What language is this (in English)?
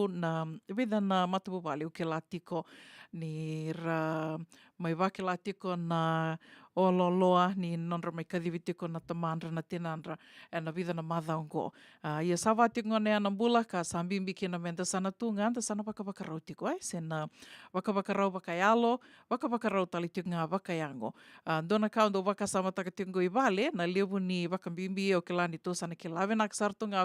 Fijian